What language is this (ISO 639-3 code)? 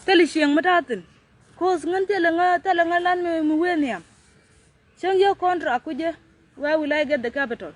nus